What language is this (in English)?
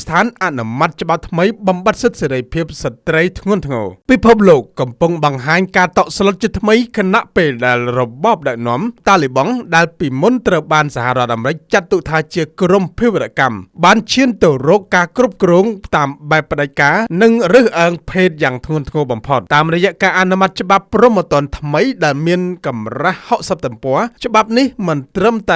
Khmer